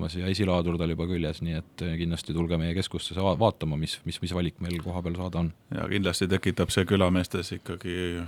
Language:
Estonian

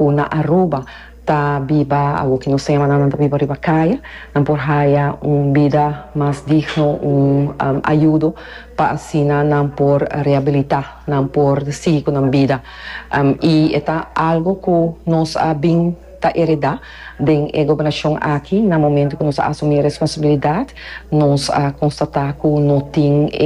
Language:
Papiamento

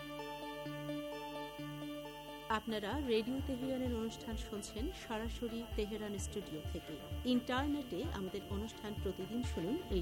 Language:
Bangla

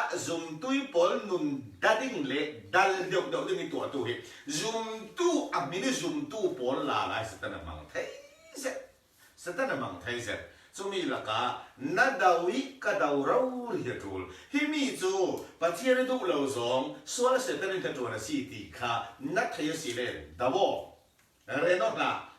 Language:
Falam Chin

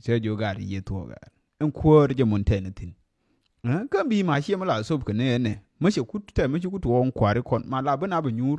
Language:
Nuer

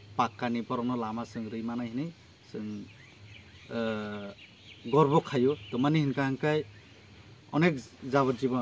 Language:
Kok Borok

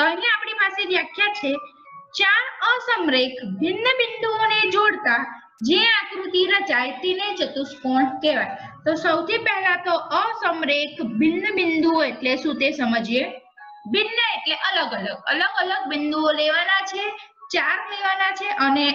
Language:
Gujarati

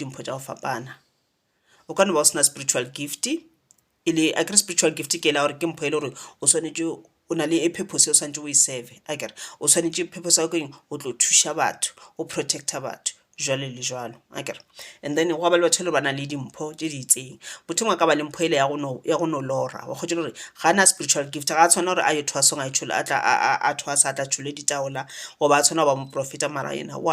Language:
Northern Sotho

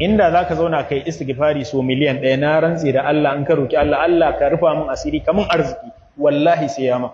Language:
Hausa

